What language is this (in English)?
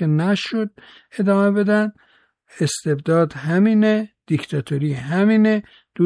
Persian